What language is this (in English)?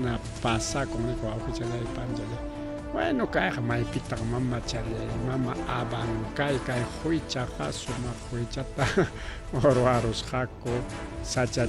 Ayacucho Quechua